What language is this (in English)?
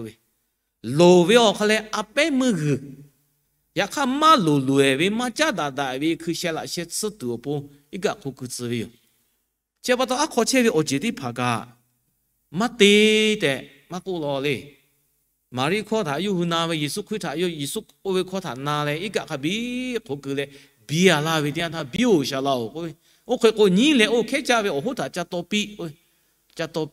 Lahu